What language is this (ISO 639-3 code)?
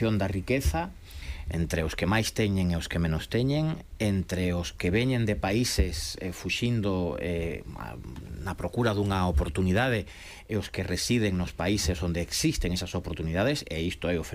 glg